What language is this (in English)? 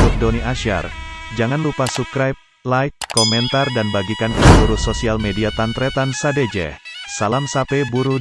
Madurese